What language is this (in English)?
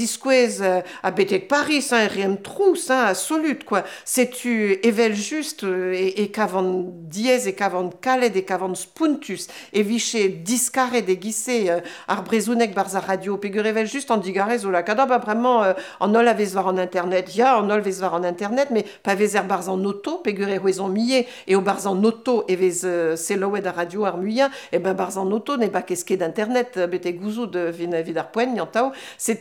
Breton